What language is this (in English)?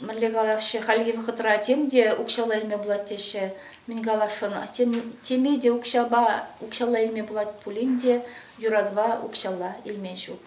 Chuvash